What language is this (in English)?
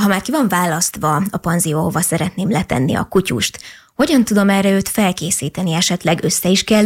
Hungarian